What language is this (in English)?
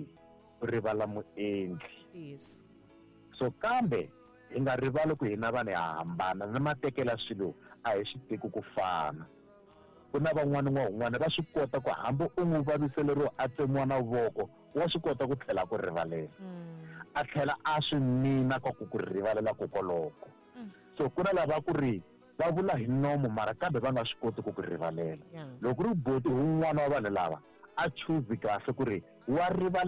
Tsonga